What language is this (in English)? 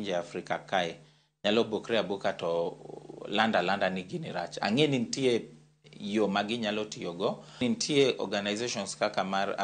Luo (Kenya and Tanzania)